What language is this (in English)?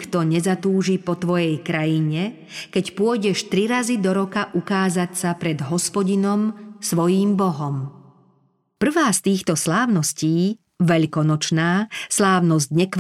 Slovak